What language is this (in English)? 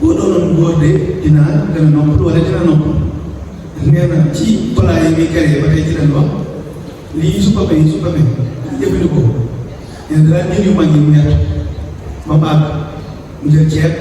Wolof